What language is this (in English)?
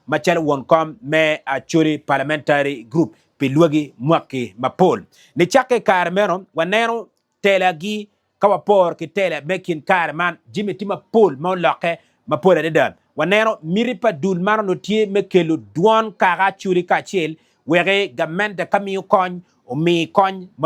Acoli